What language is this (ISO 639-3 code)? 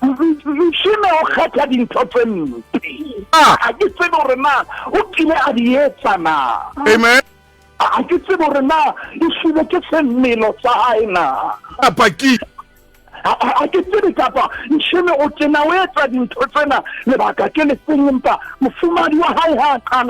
sot